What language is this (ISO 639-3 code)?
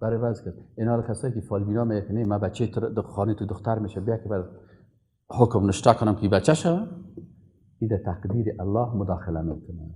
fas